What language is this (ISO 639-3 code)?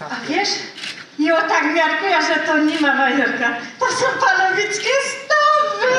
szl